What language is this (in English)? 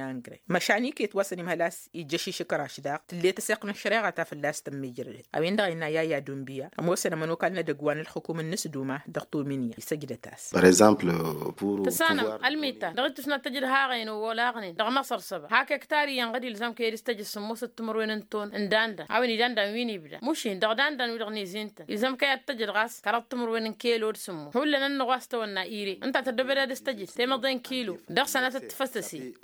Tamasheq